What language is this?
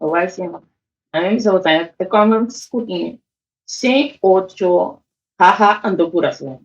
Papiamento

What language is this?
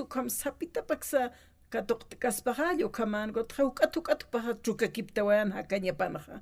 Aymara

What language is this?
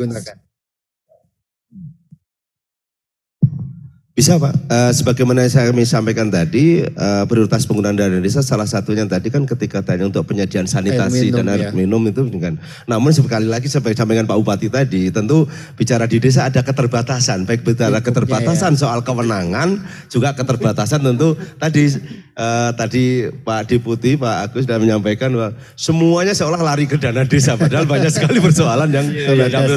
Indonesian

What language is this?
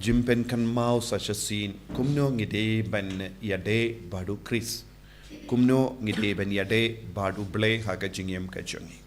Khasi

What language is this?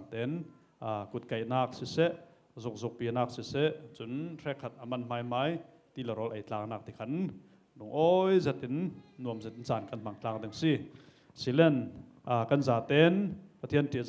Falam Chin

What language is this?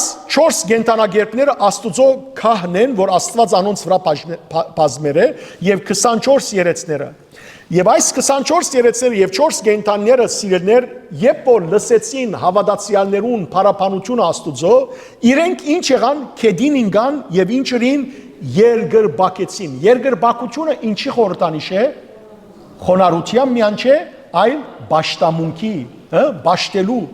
Western Armenian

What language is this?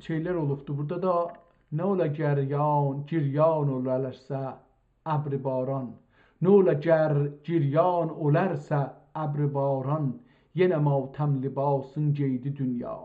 South Azerbaijani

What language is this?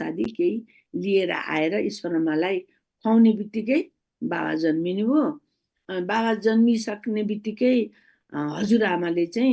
Nepali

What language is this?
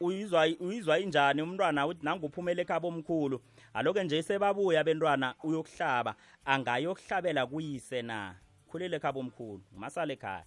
South Ndebele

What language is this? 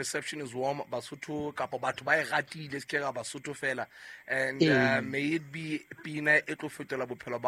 Southern Sotho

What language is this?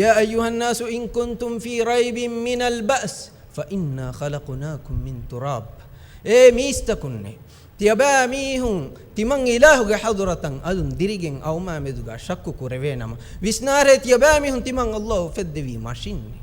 Divehi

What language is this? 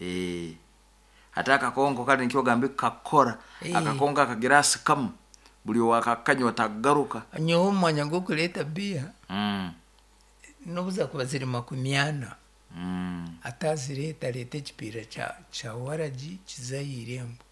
Nyoro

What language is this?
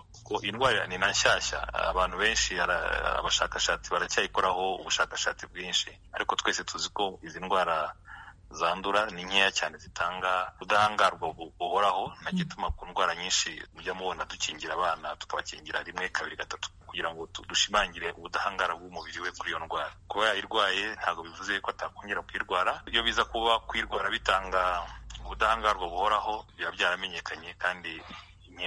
Kinyarwanda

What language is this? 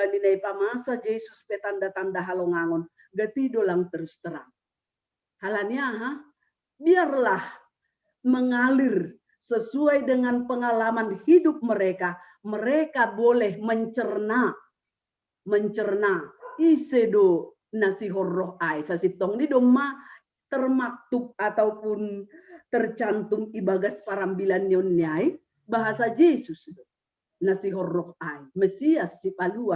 Batak Simalungun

